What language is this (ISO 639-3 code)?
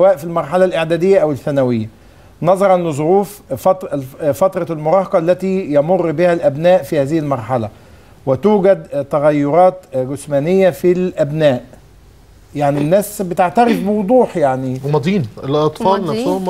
arz